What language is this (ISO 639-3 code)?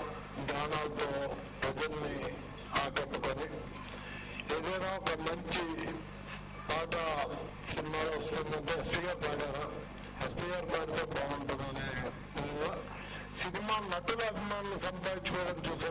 tel